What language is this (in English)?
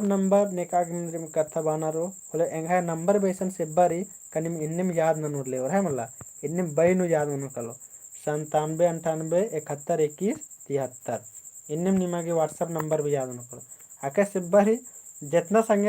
Kurukh